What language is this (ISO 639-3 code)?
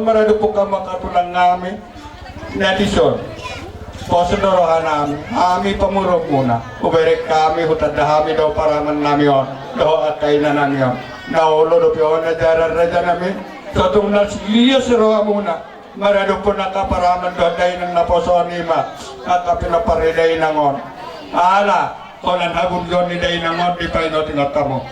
bbc